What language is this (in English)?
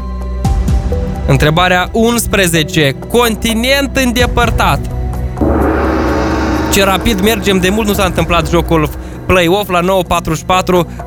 Romanian